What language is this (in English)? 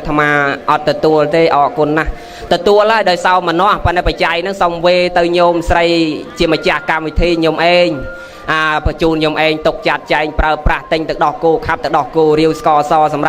Khmer